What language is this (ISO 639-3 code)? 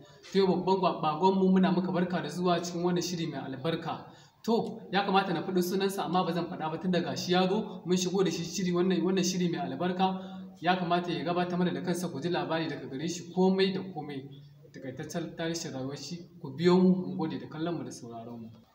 hau